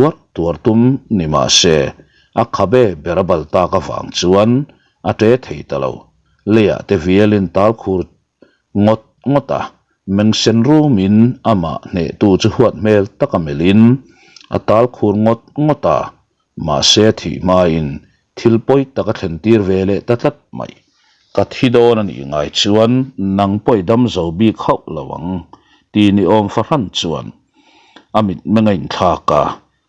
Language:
Mizo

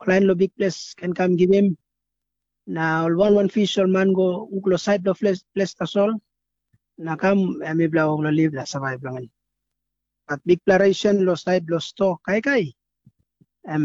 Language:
Tok Pisin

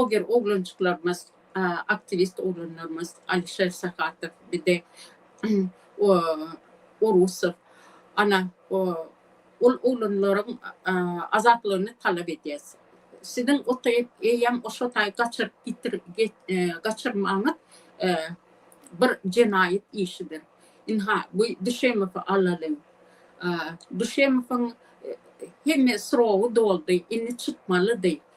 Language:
Turkmen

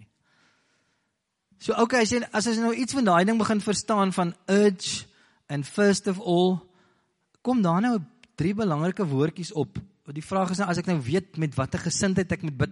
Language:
Afrikaans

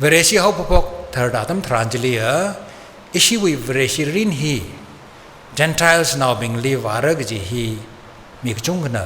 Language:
Tangkhul Naga (India)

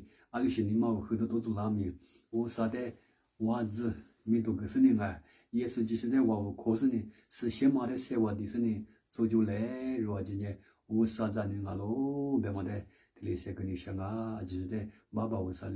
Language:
Lisu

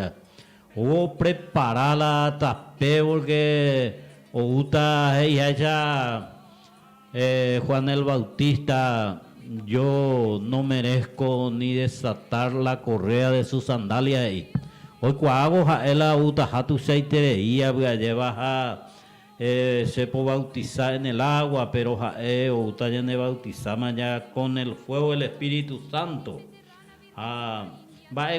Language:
Guarani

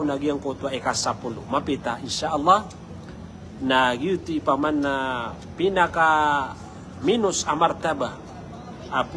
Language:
Maranao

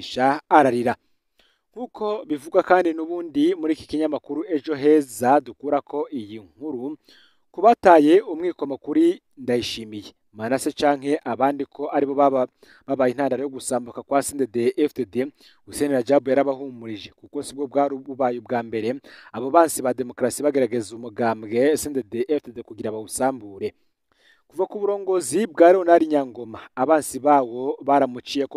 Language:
Rundi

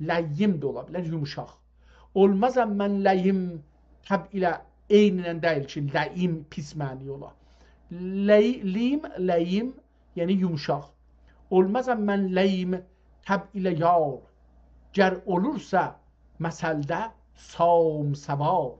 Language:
South Azerbaijani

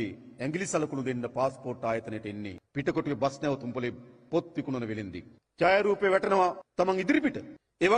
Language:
Sinhala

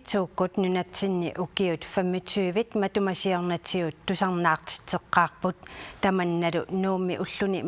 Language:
Kalaallisut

